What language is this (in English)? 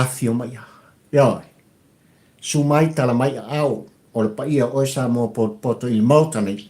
Samoan